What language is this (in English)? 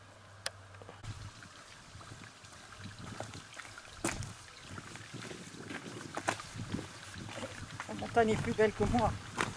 French